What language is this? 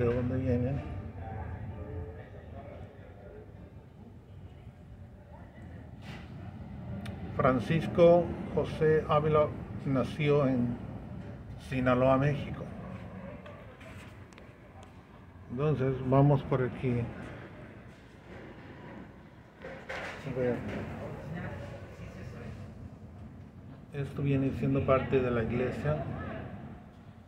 Spanish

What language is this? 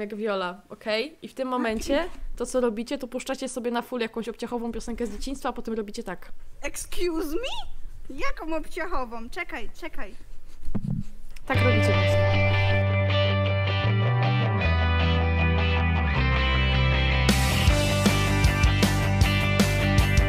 Polish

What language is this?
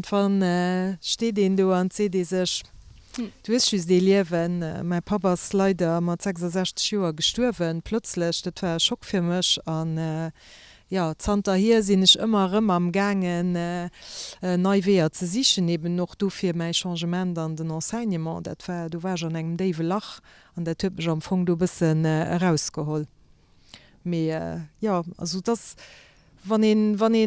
Luxembourgish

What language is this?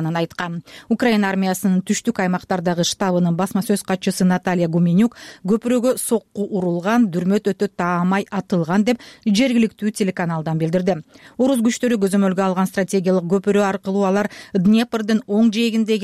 Kyrgyz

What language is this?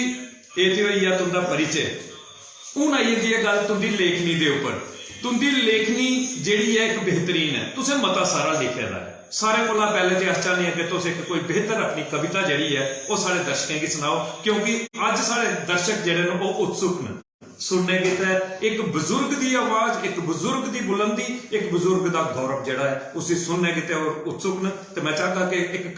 Dogri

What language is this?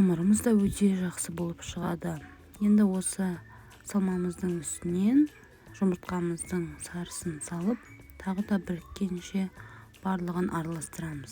Kazakh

